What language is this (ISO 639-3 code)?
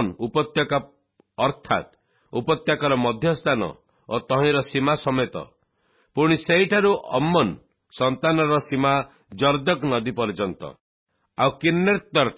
ori